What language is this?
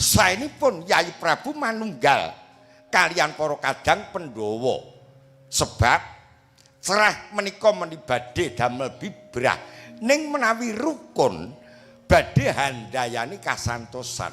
Javanese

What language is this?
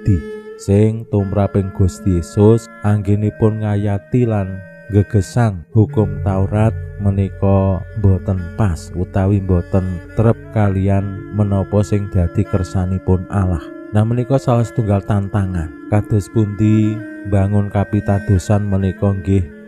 Javanese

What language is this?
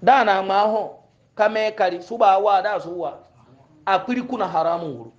Hausa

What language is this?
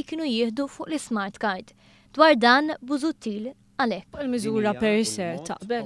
Maltese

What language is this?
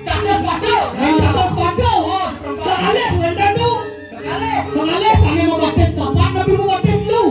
Balinese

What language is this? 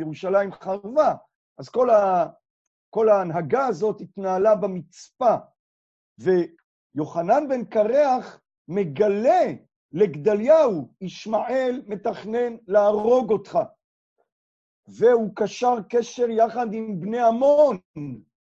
Hebrew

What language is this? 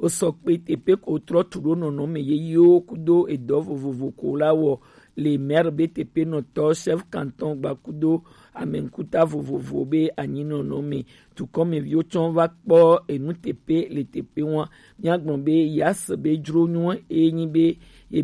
Gen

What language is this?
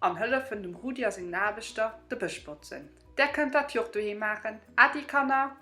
Luxembourgish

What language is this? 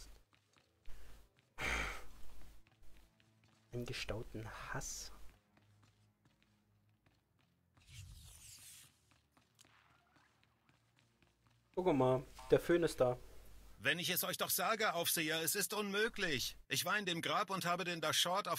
German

